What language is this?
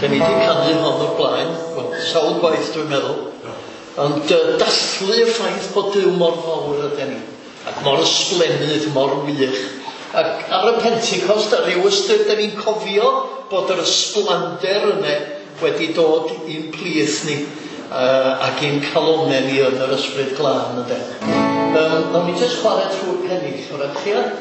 Welsh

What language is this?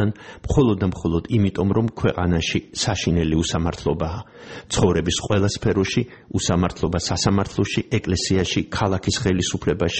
Georgian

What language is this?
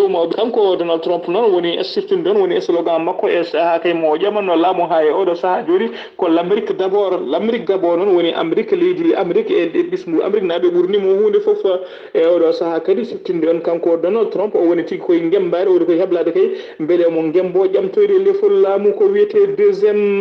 Fula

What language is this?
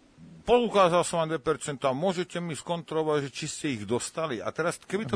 Slovak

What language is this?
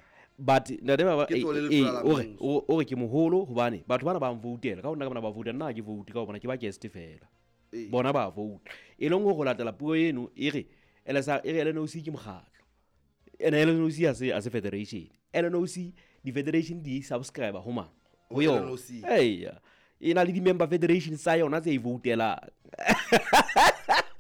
Southern Sotho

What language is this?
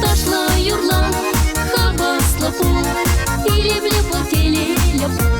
Chuvash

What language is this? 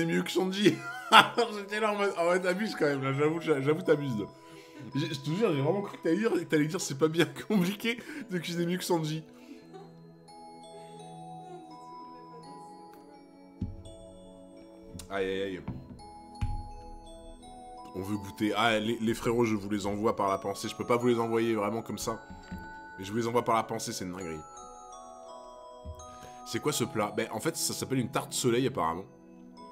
French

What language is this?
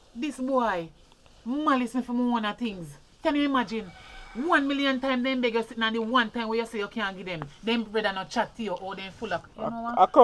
Jamaican Creole English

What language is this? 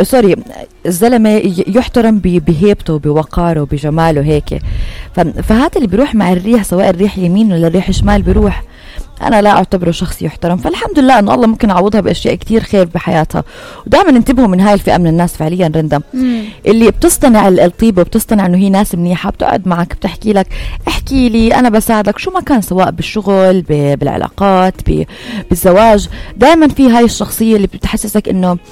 North Levantine Arabic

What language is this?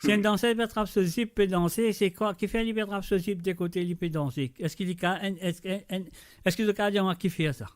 Morisyen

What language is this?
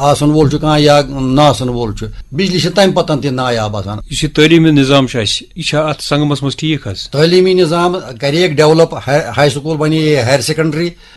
Kashmiri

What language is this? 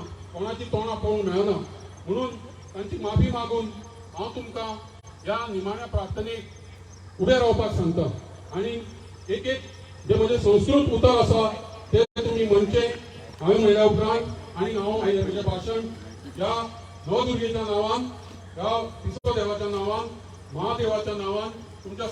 Konkani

